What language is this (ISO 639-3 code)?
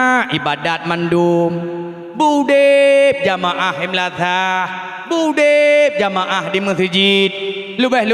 ace